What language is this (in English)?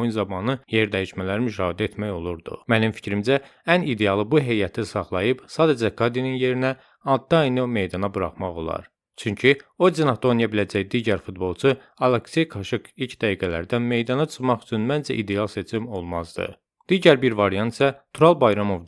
Azerbaijani